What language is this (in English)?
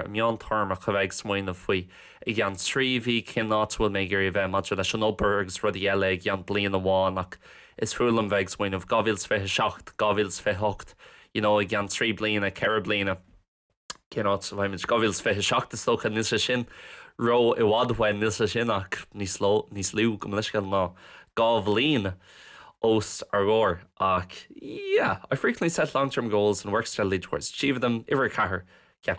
Irish